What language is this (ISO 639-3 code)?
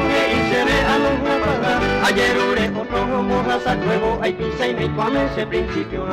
grn